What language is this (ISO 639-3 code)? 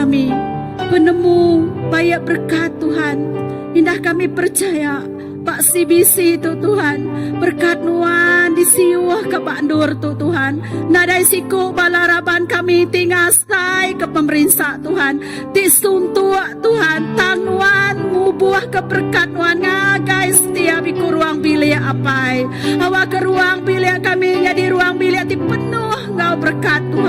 iba